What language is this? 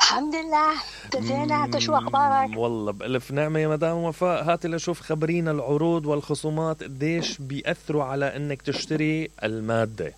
Mesopotamian Arabic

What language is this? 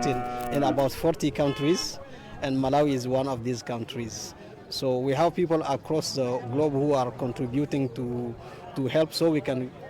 English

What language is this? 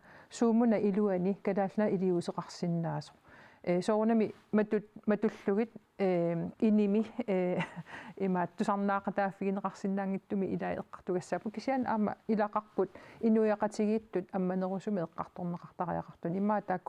Kalaallisut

